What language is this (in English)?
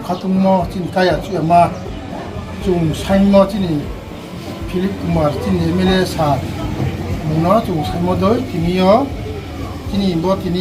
Riang (India)